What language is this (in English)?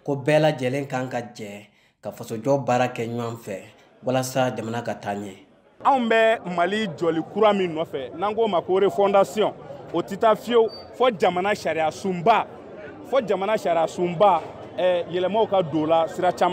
Bambara